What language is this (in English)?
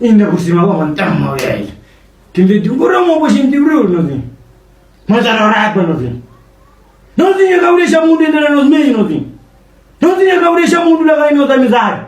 Kabuverdianu